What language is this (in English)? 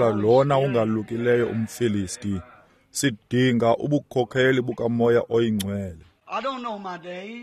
Xhosa